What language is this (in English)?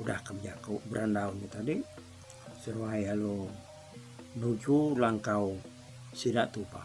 Iban